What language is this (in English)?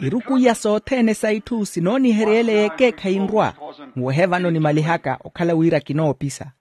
Makhuwa